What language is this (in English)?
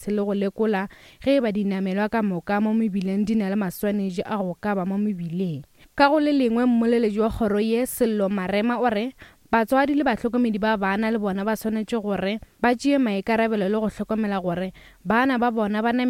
Northern Sotho